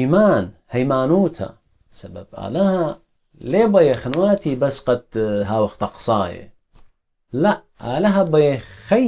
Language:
Assyrian Neo-Aramaic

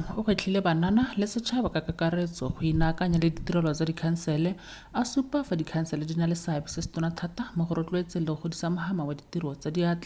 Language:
Tswana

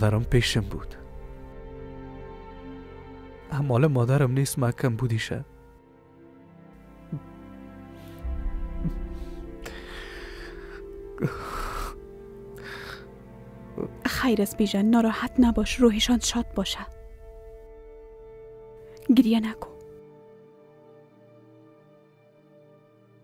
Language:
Persian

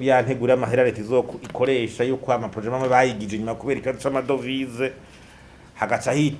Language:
Rundi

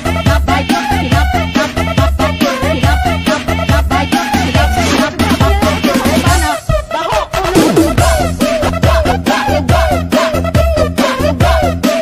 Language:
Cebuano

